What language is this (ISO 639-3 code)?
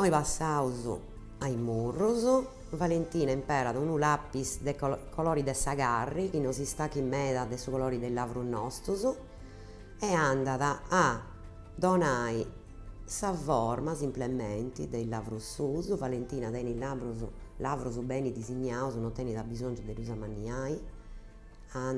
srd